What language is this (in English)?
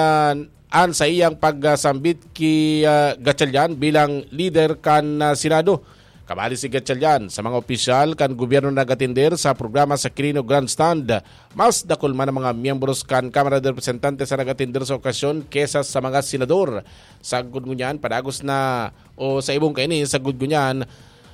Bikol